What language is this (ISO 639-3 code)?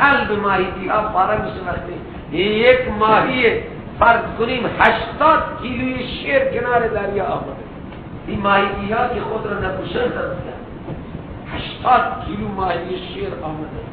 fas